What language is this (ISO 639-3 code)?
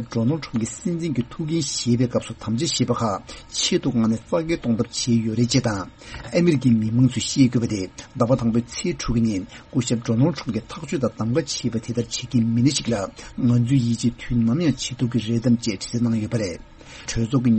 bod